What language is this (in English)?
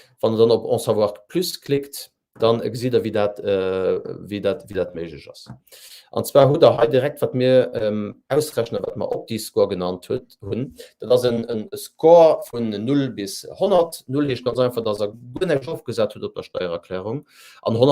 Luxembourgish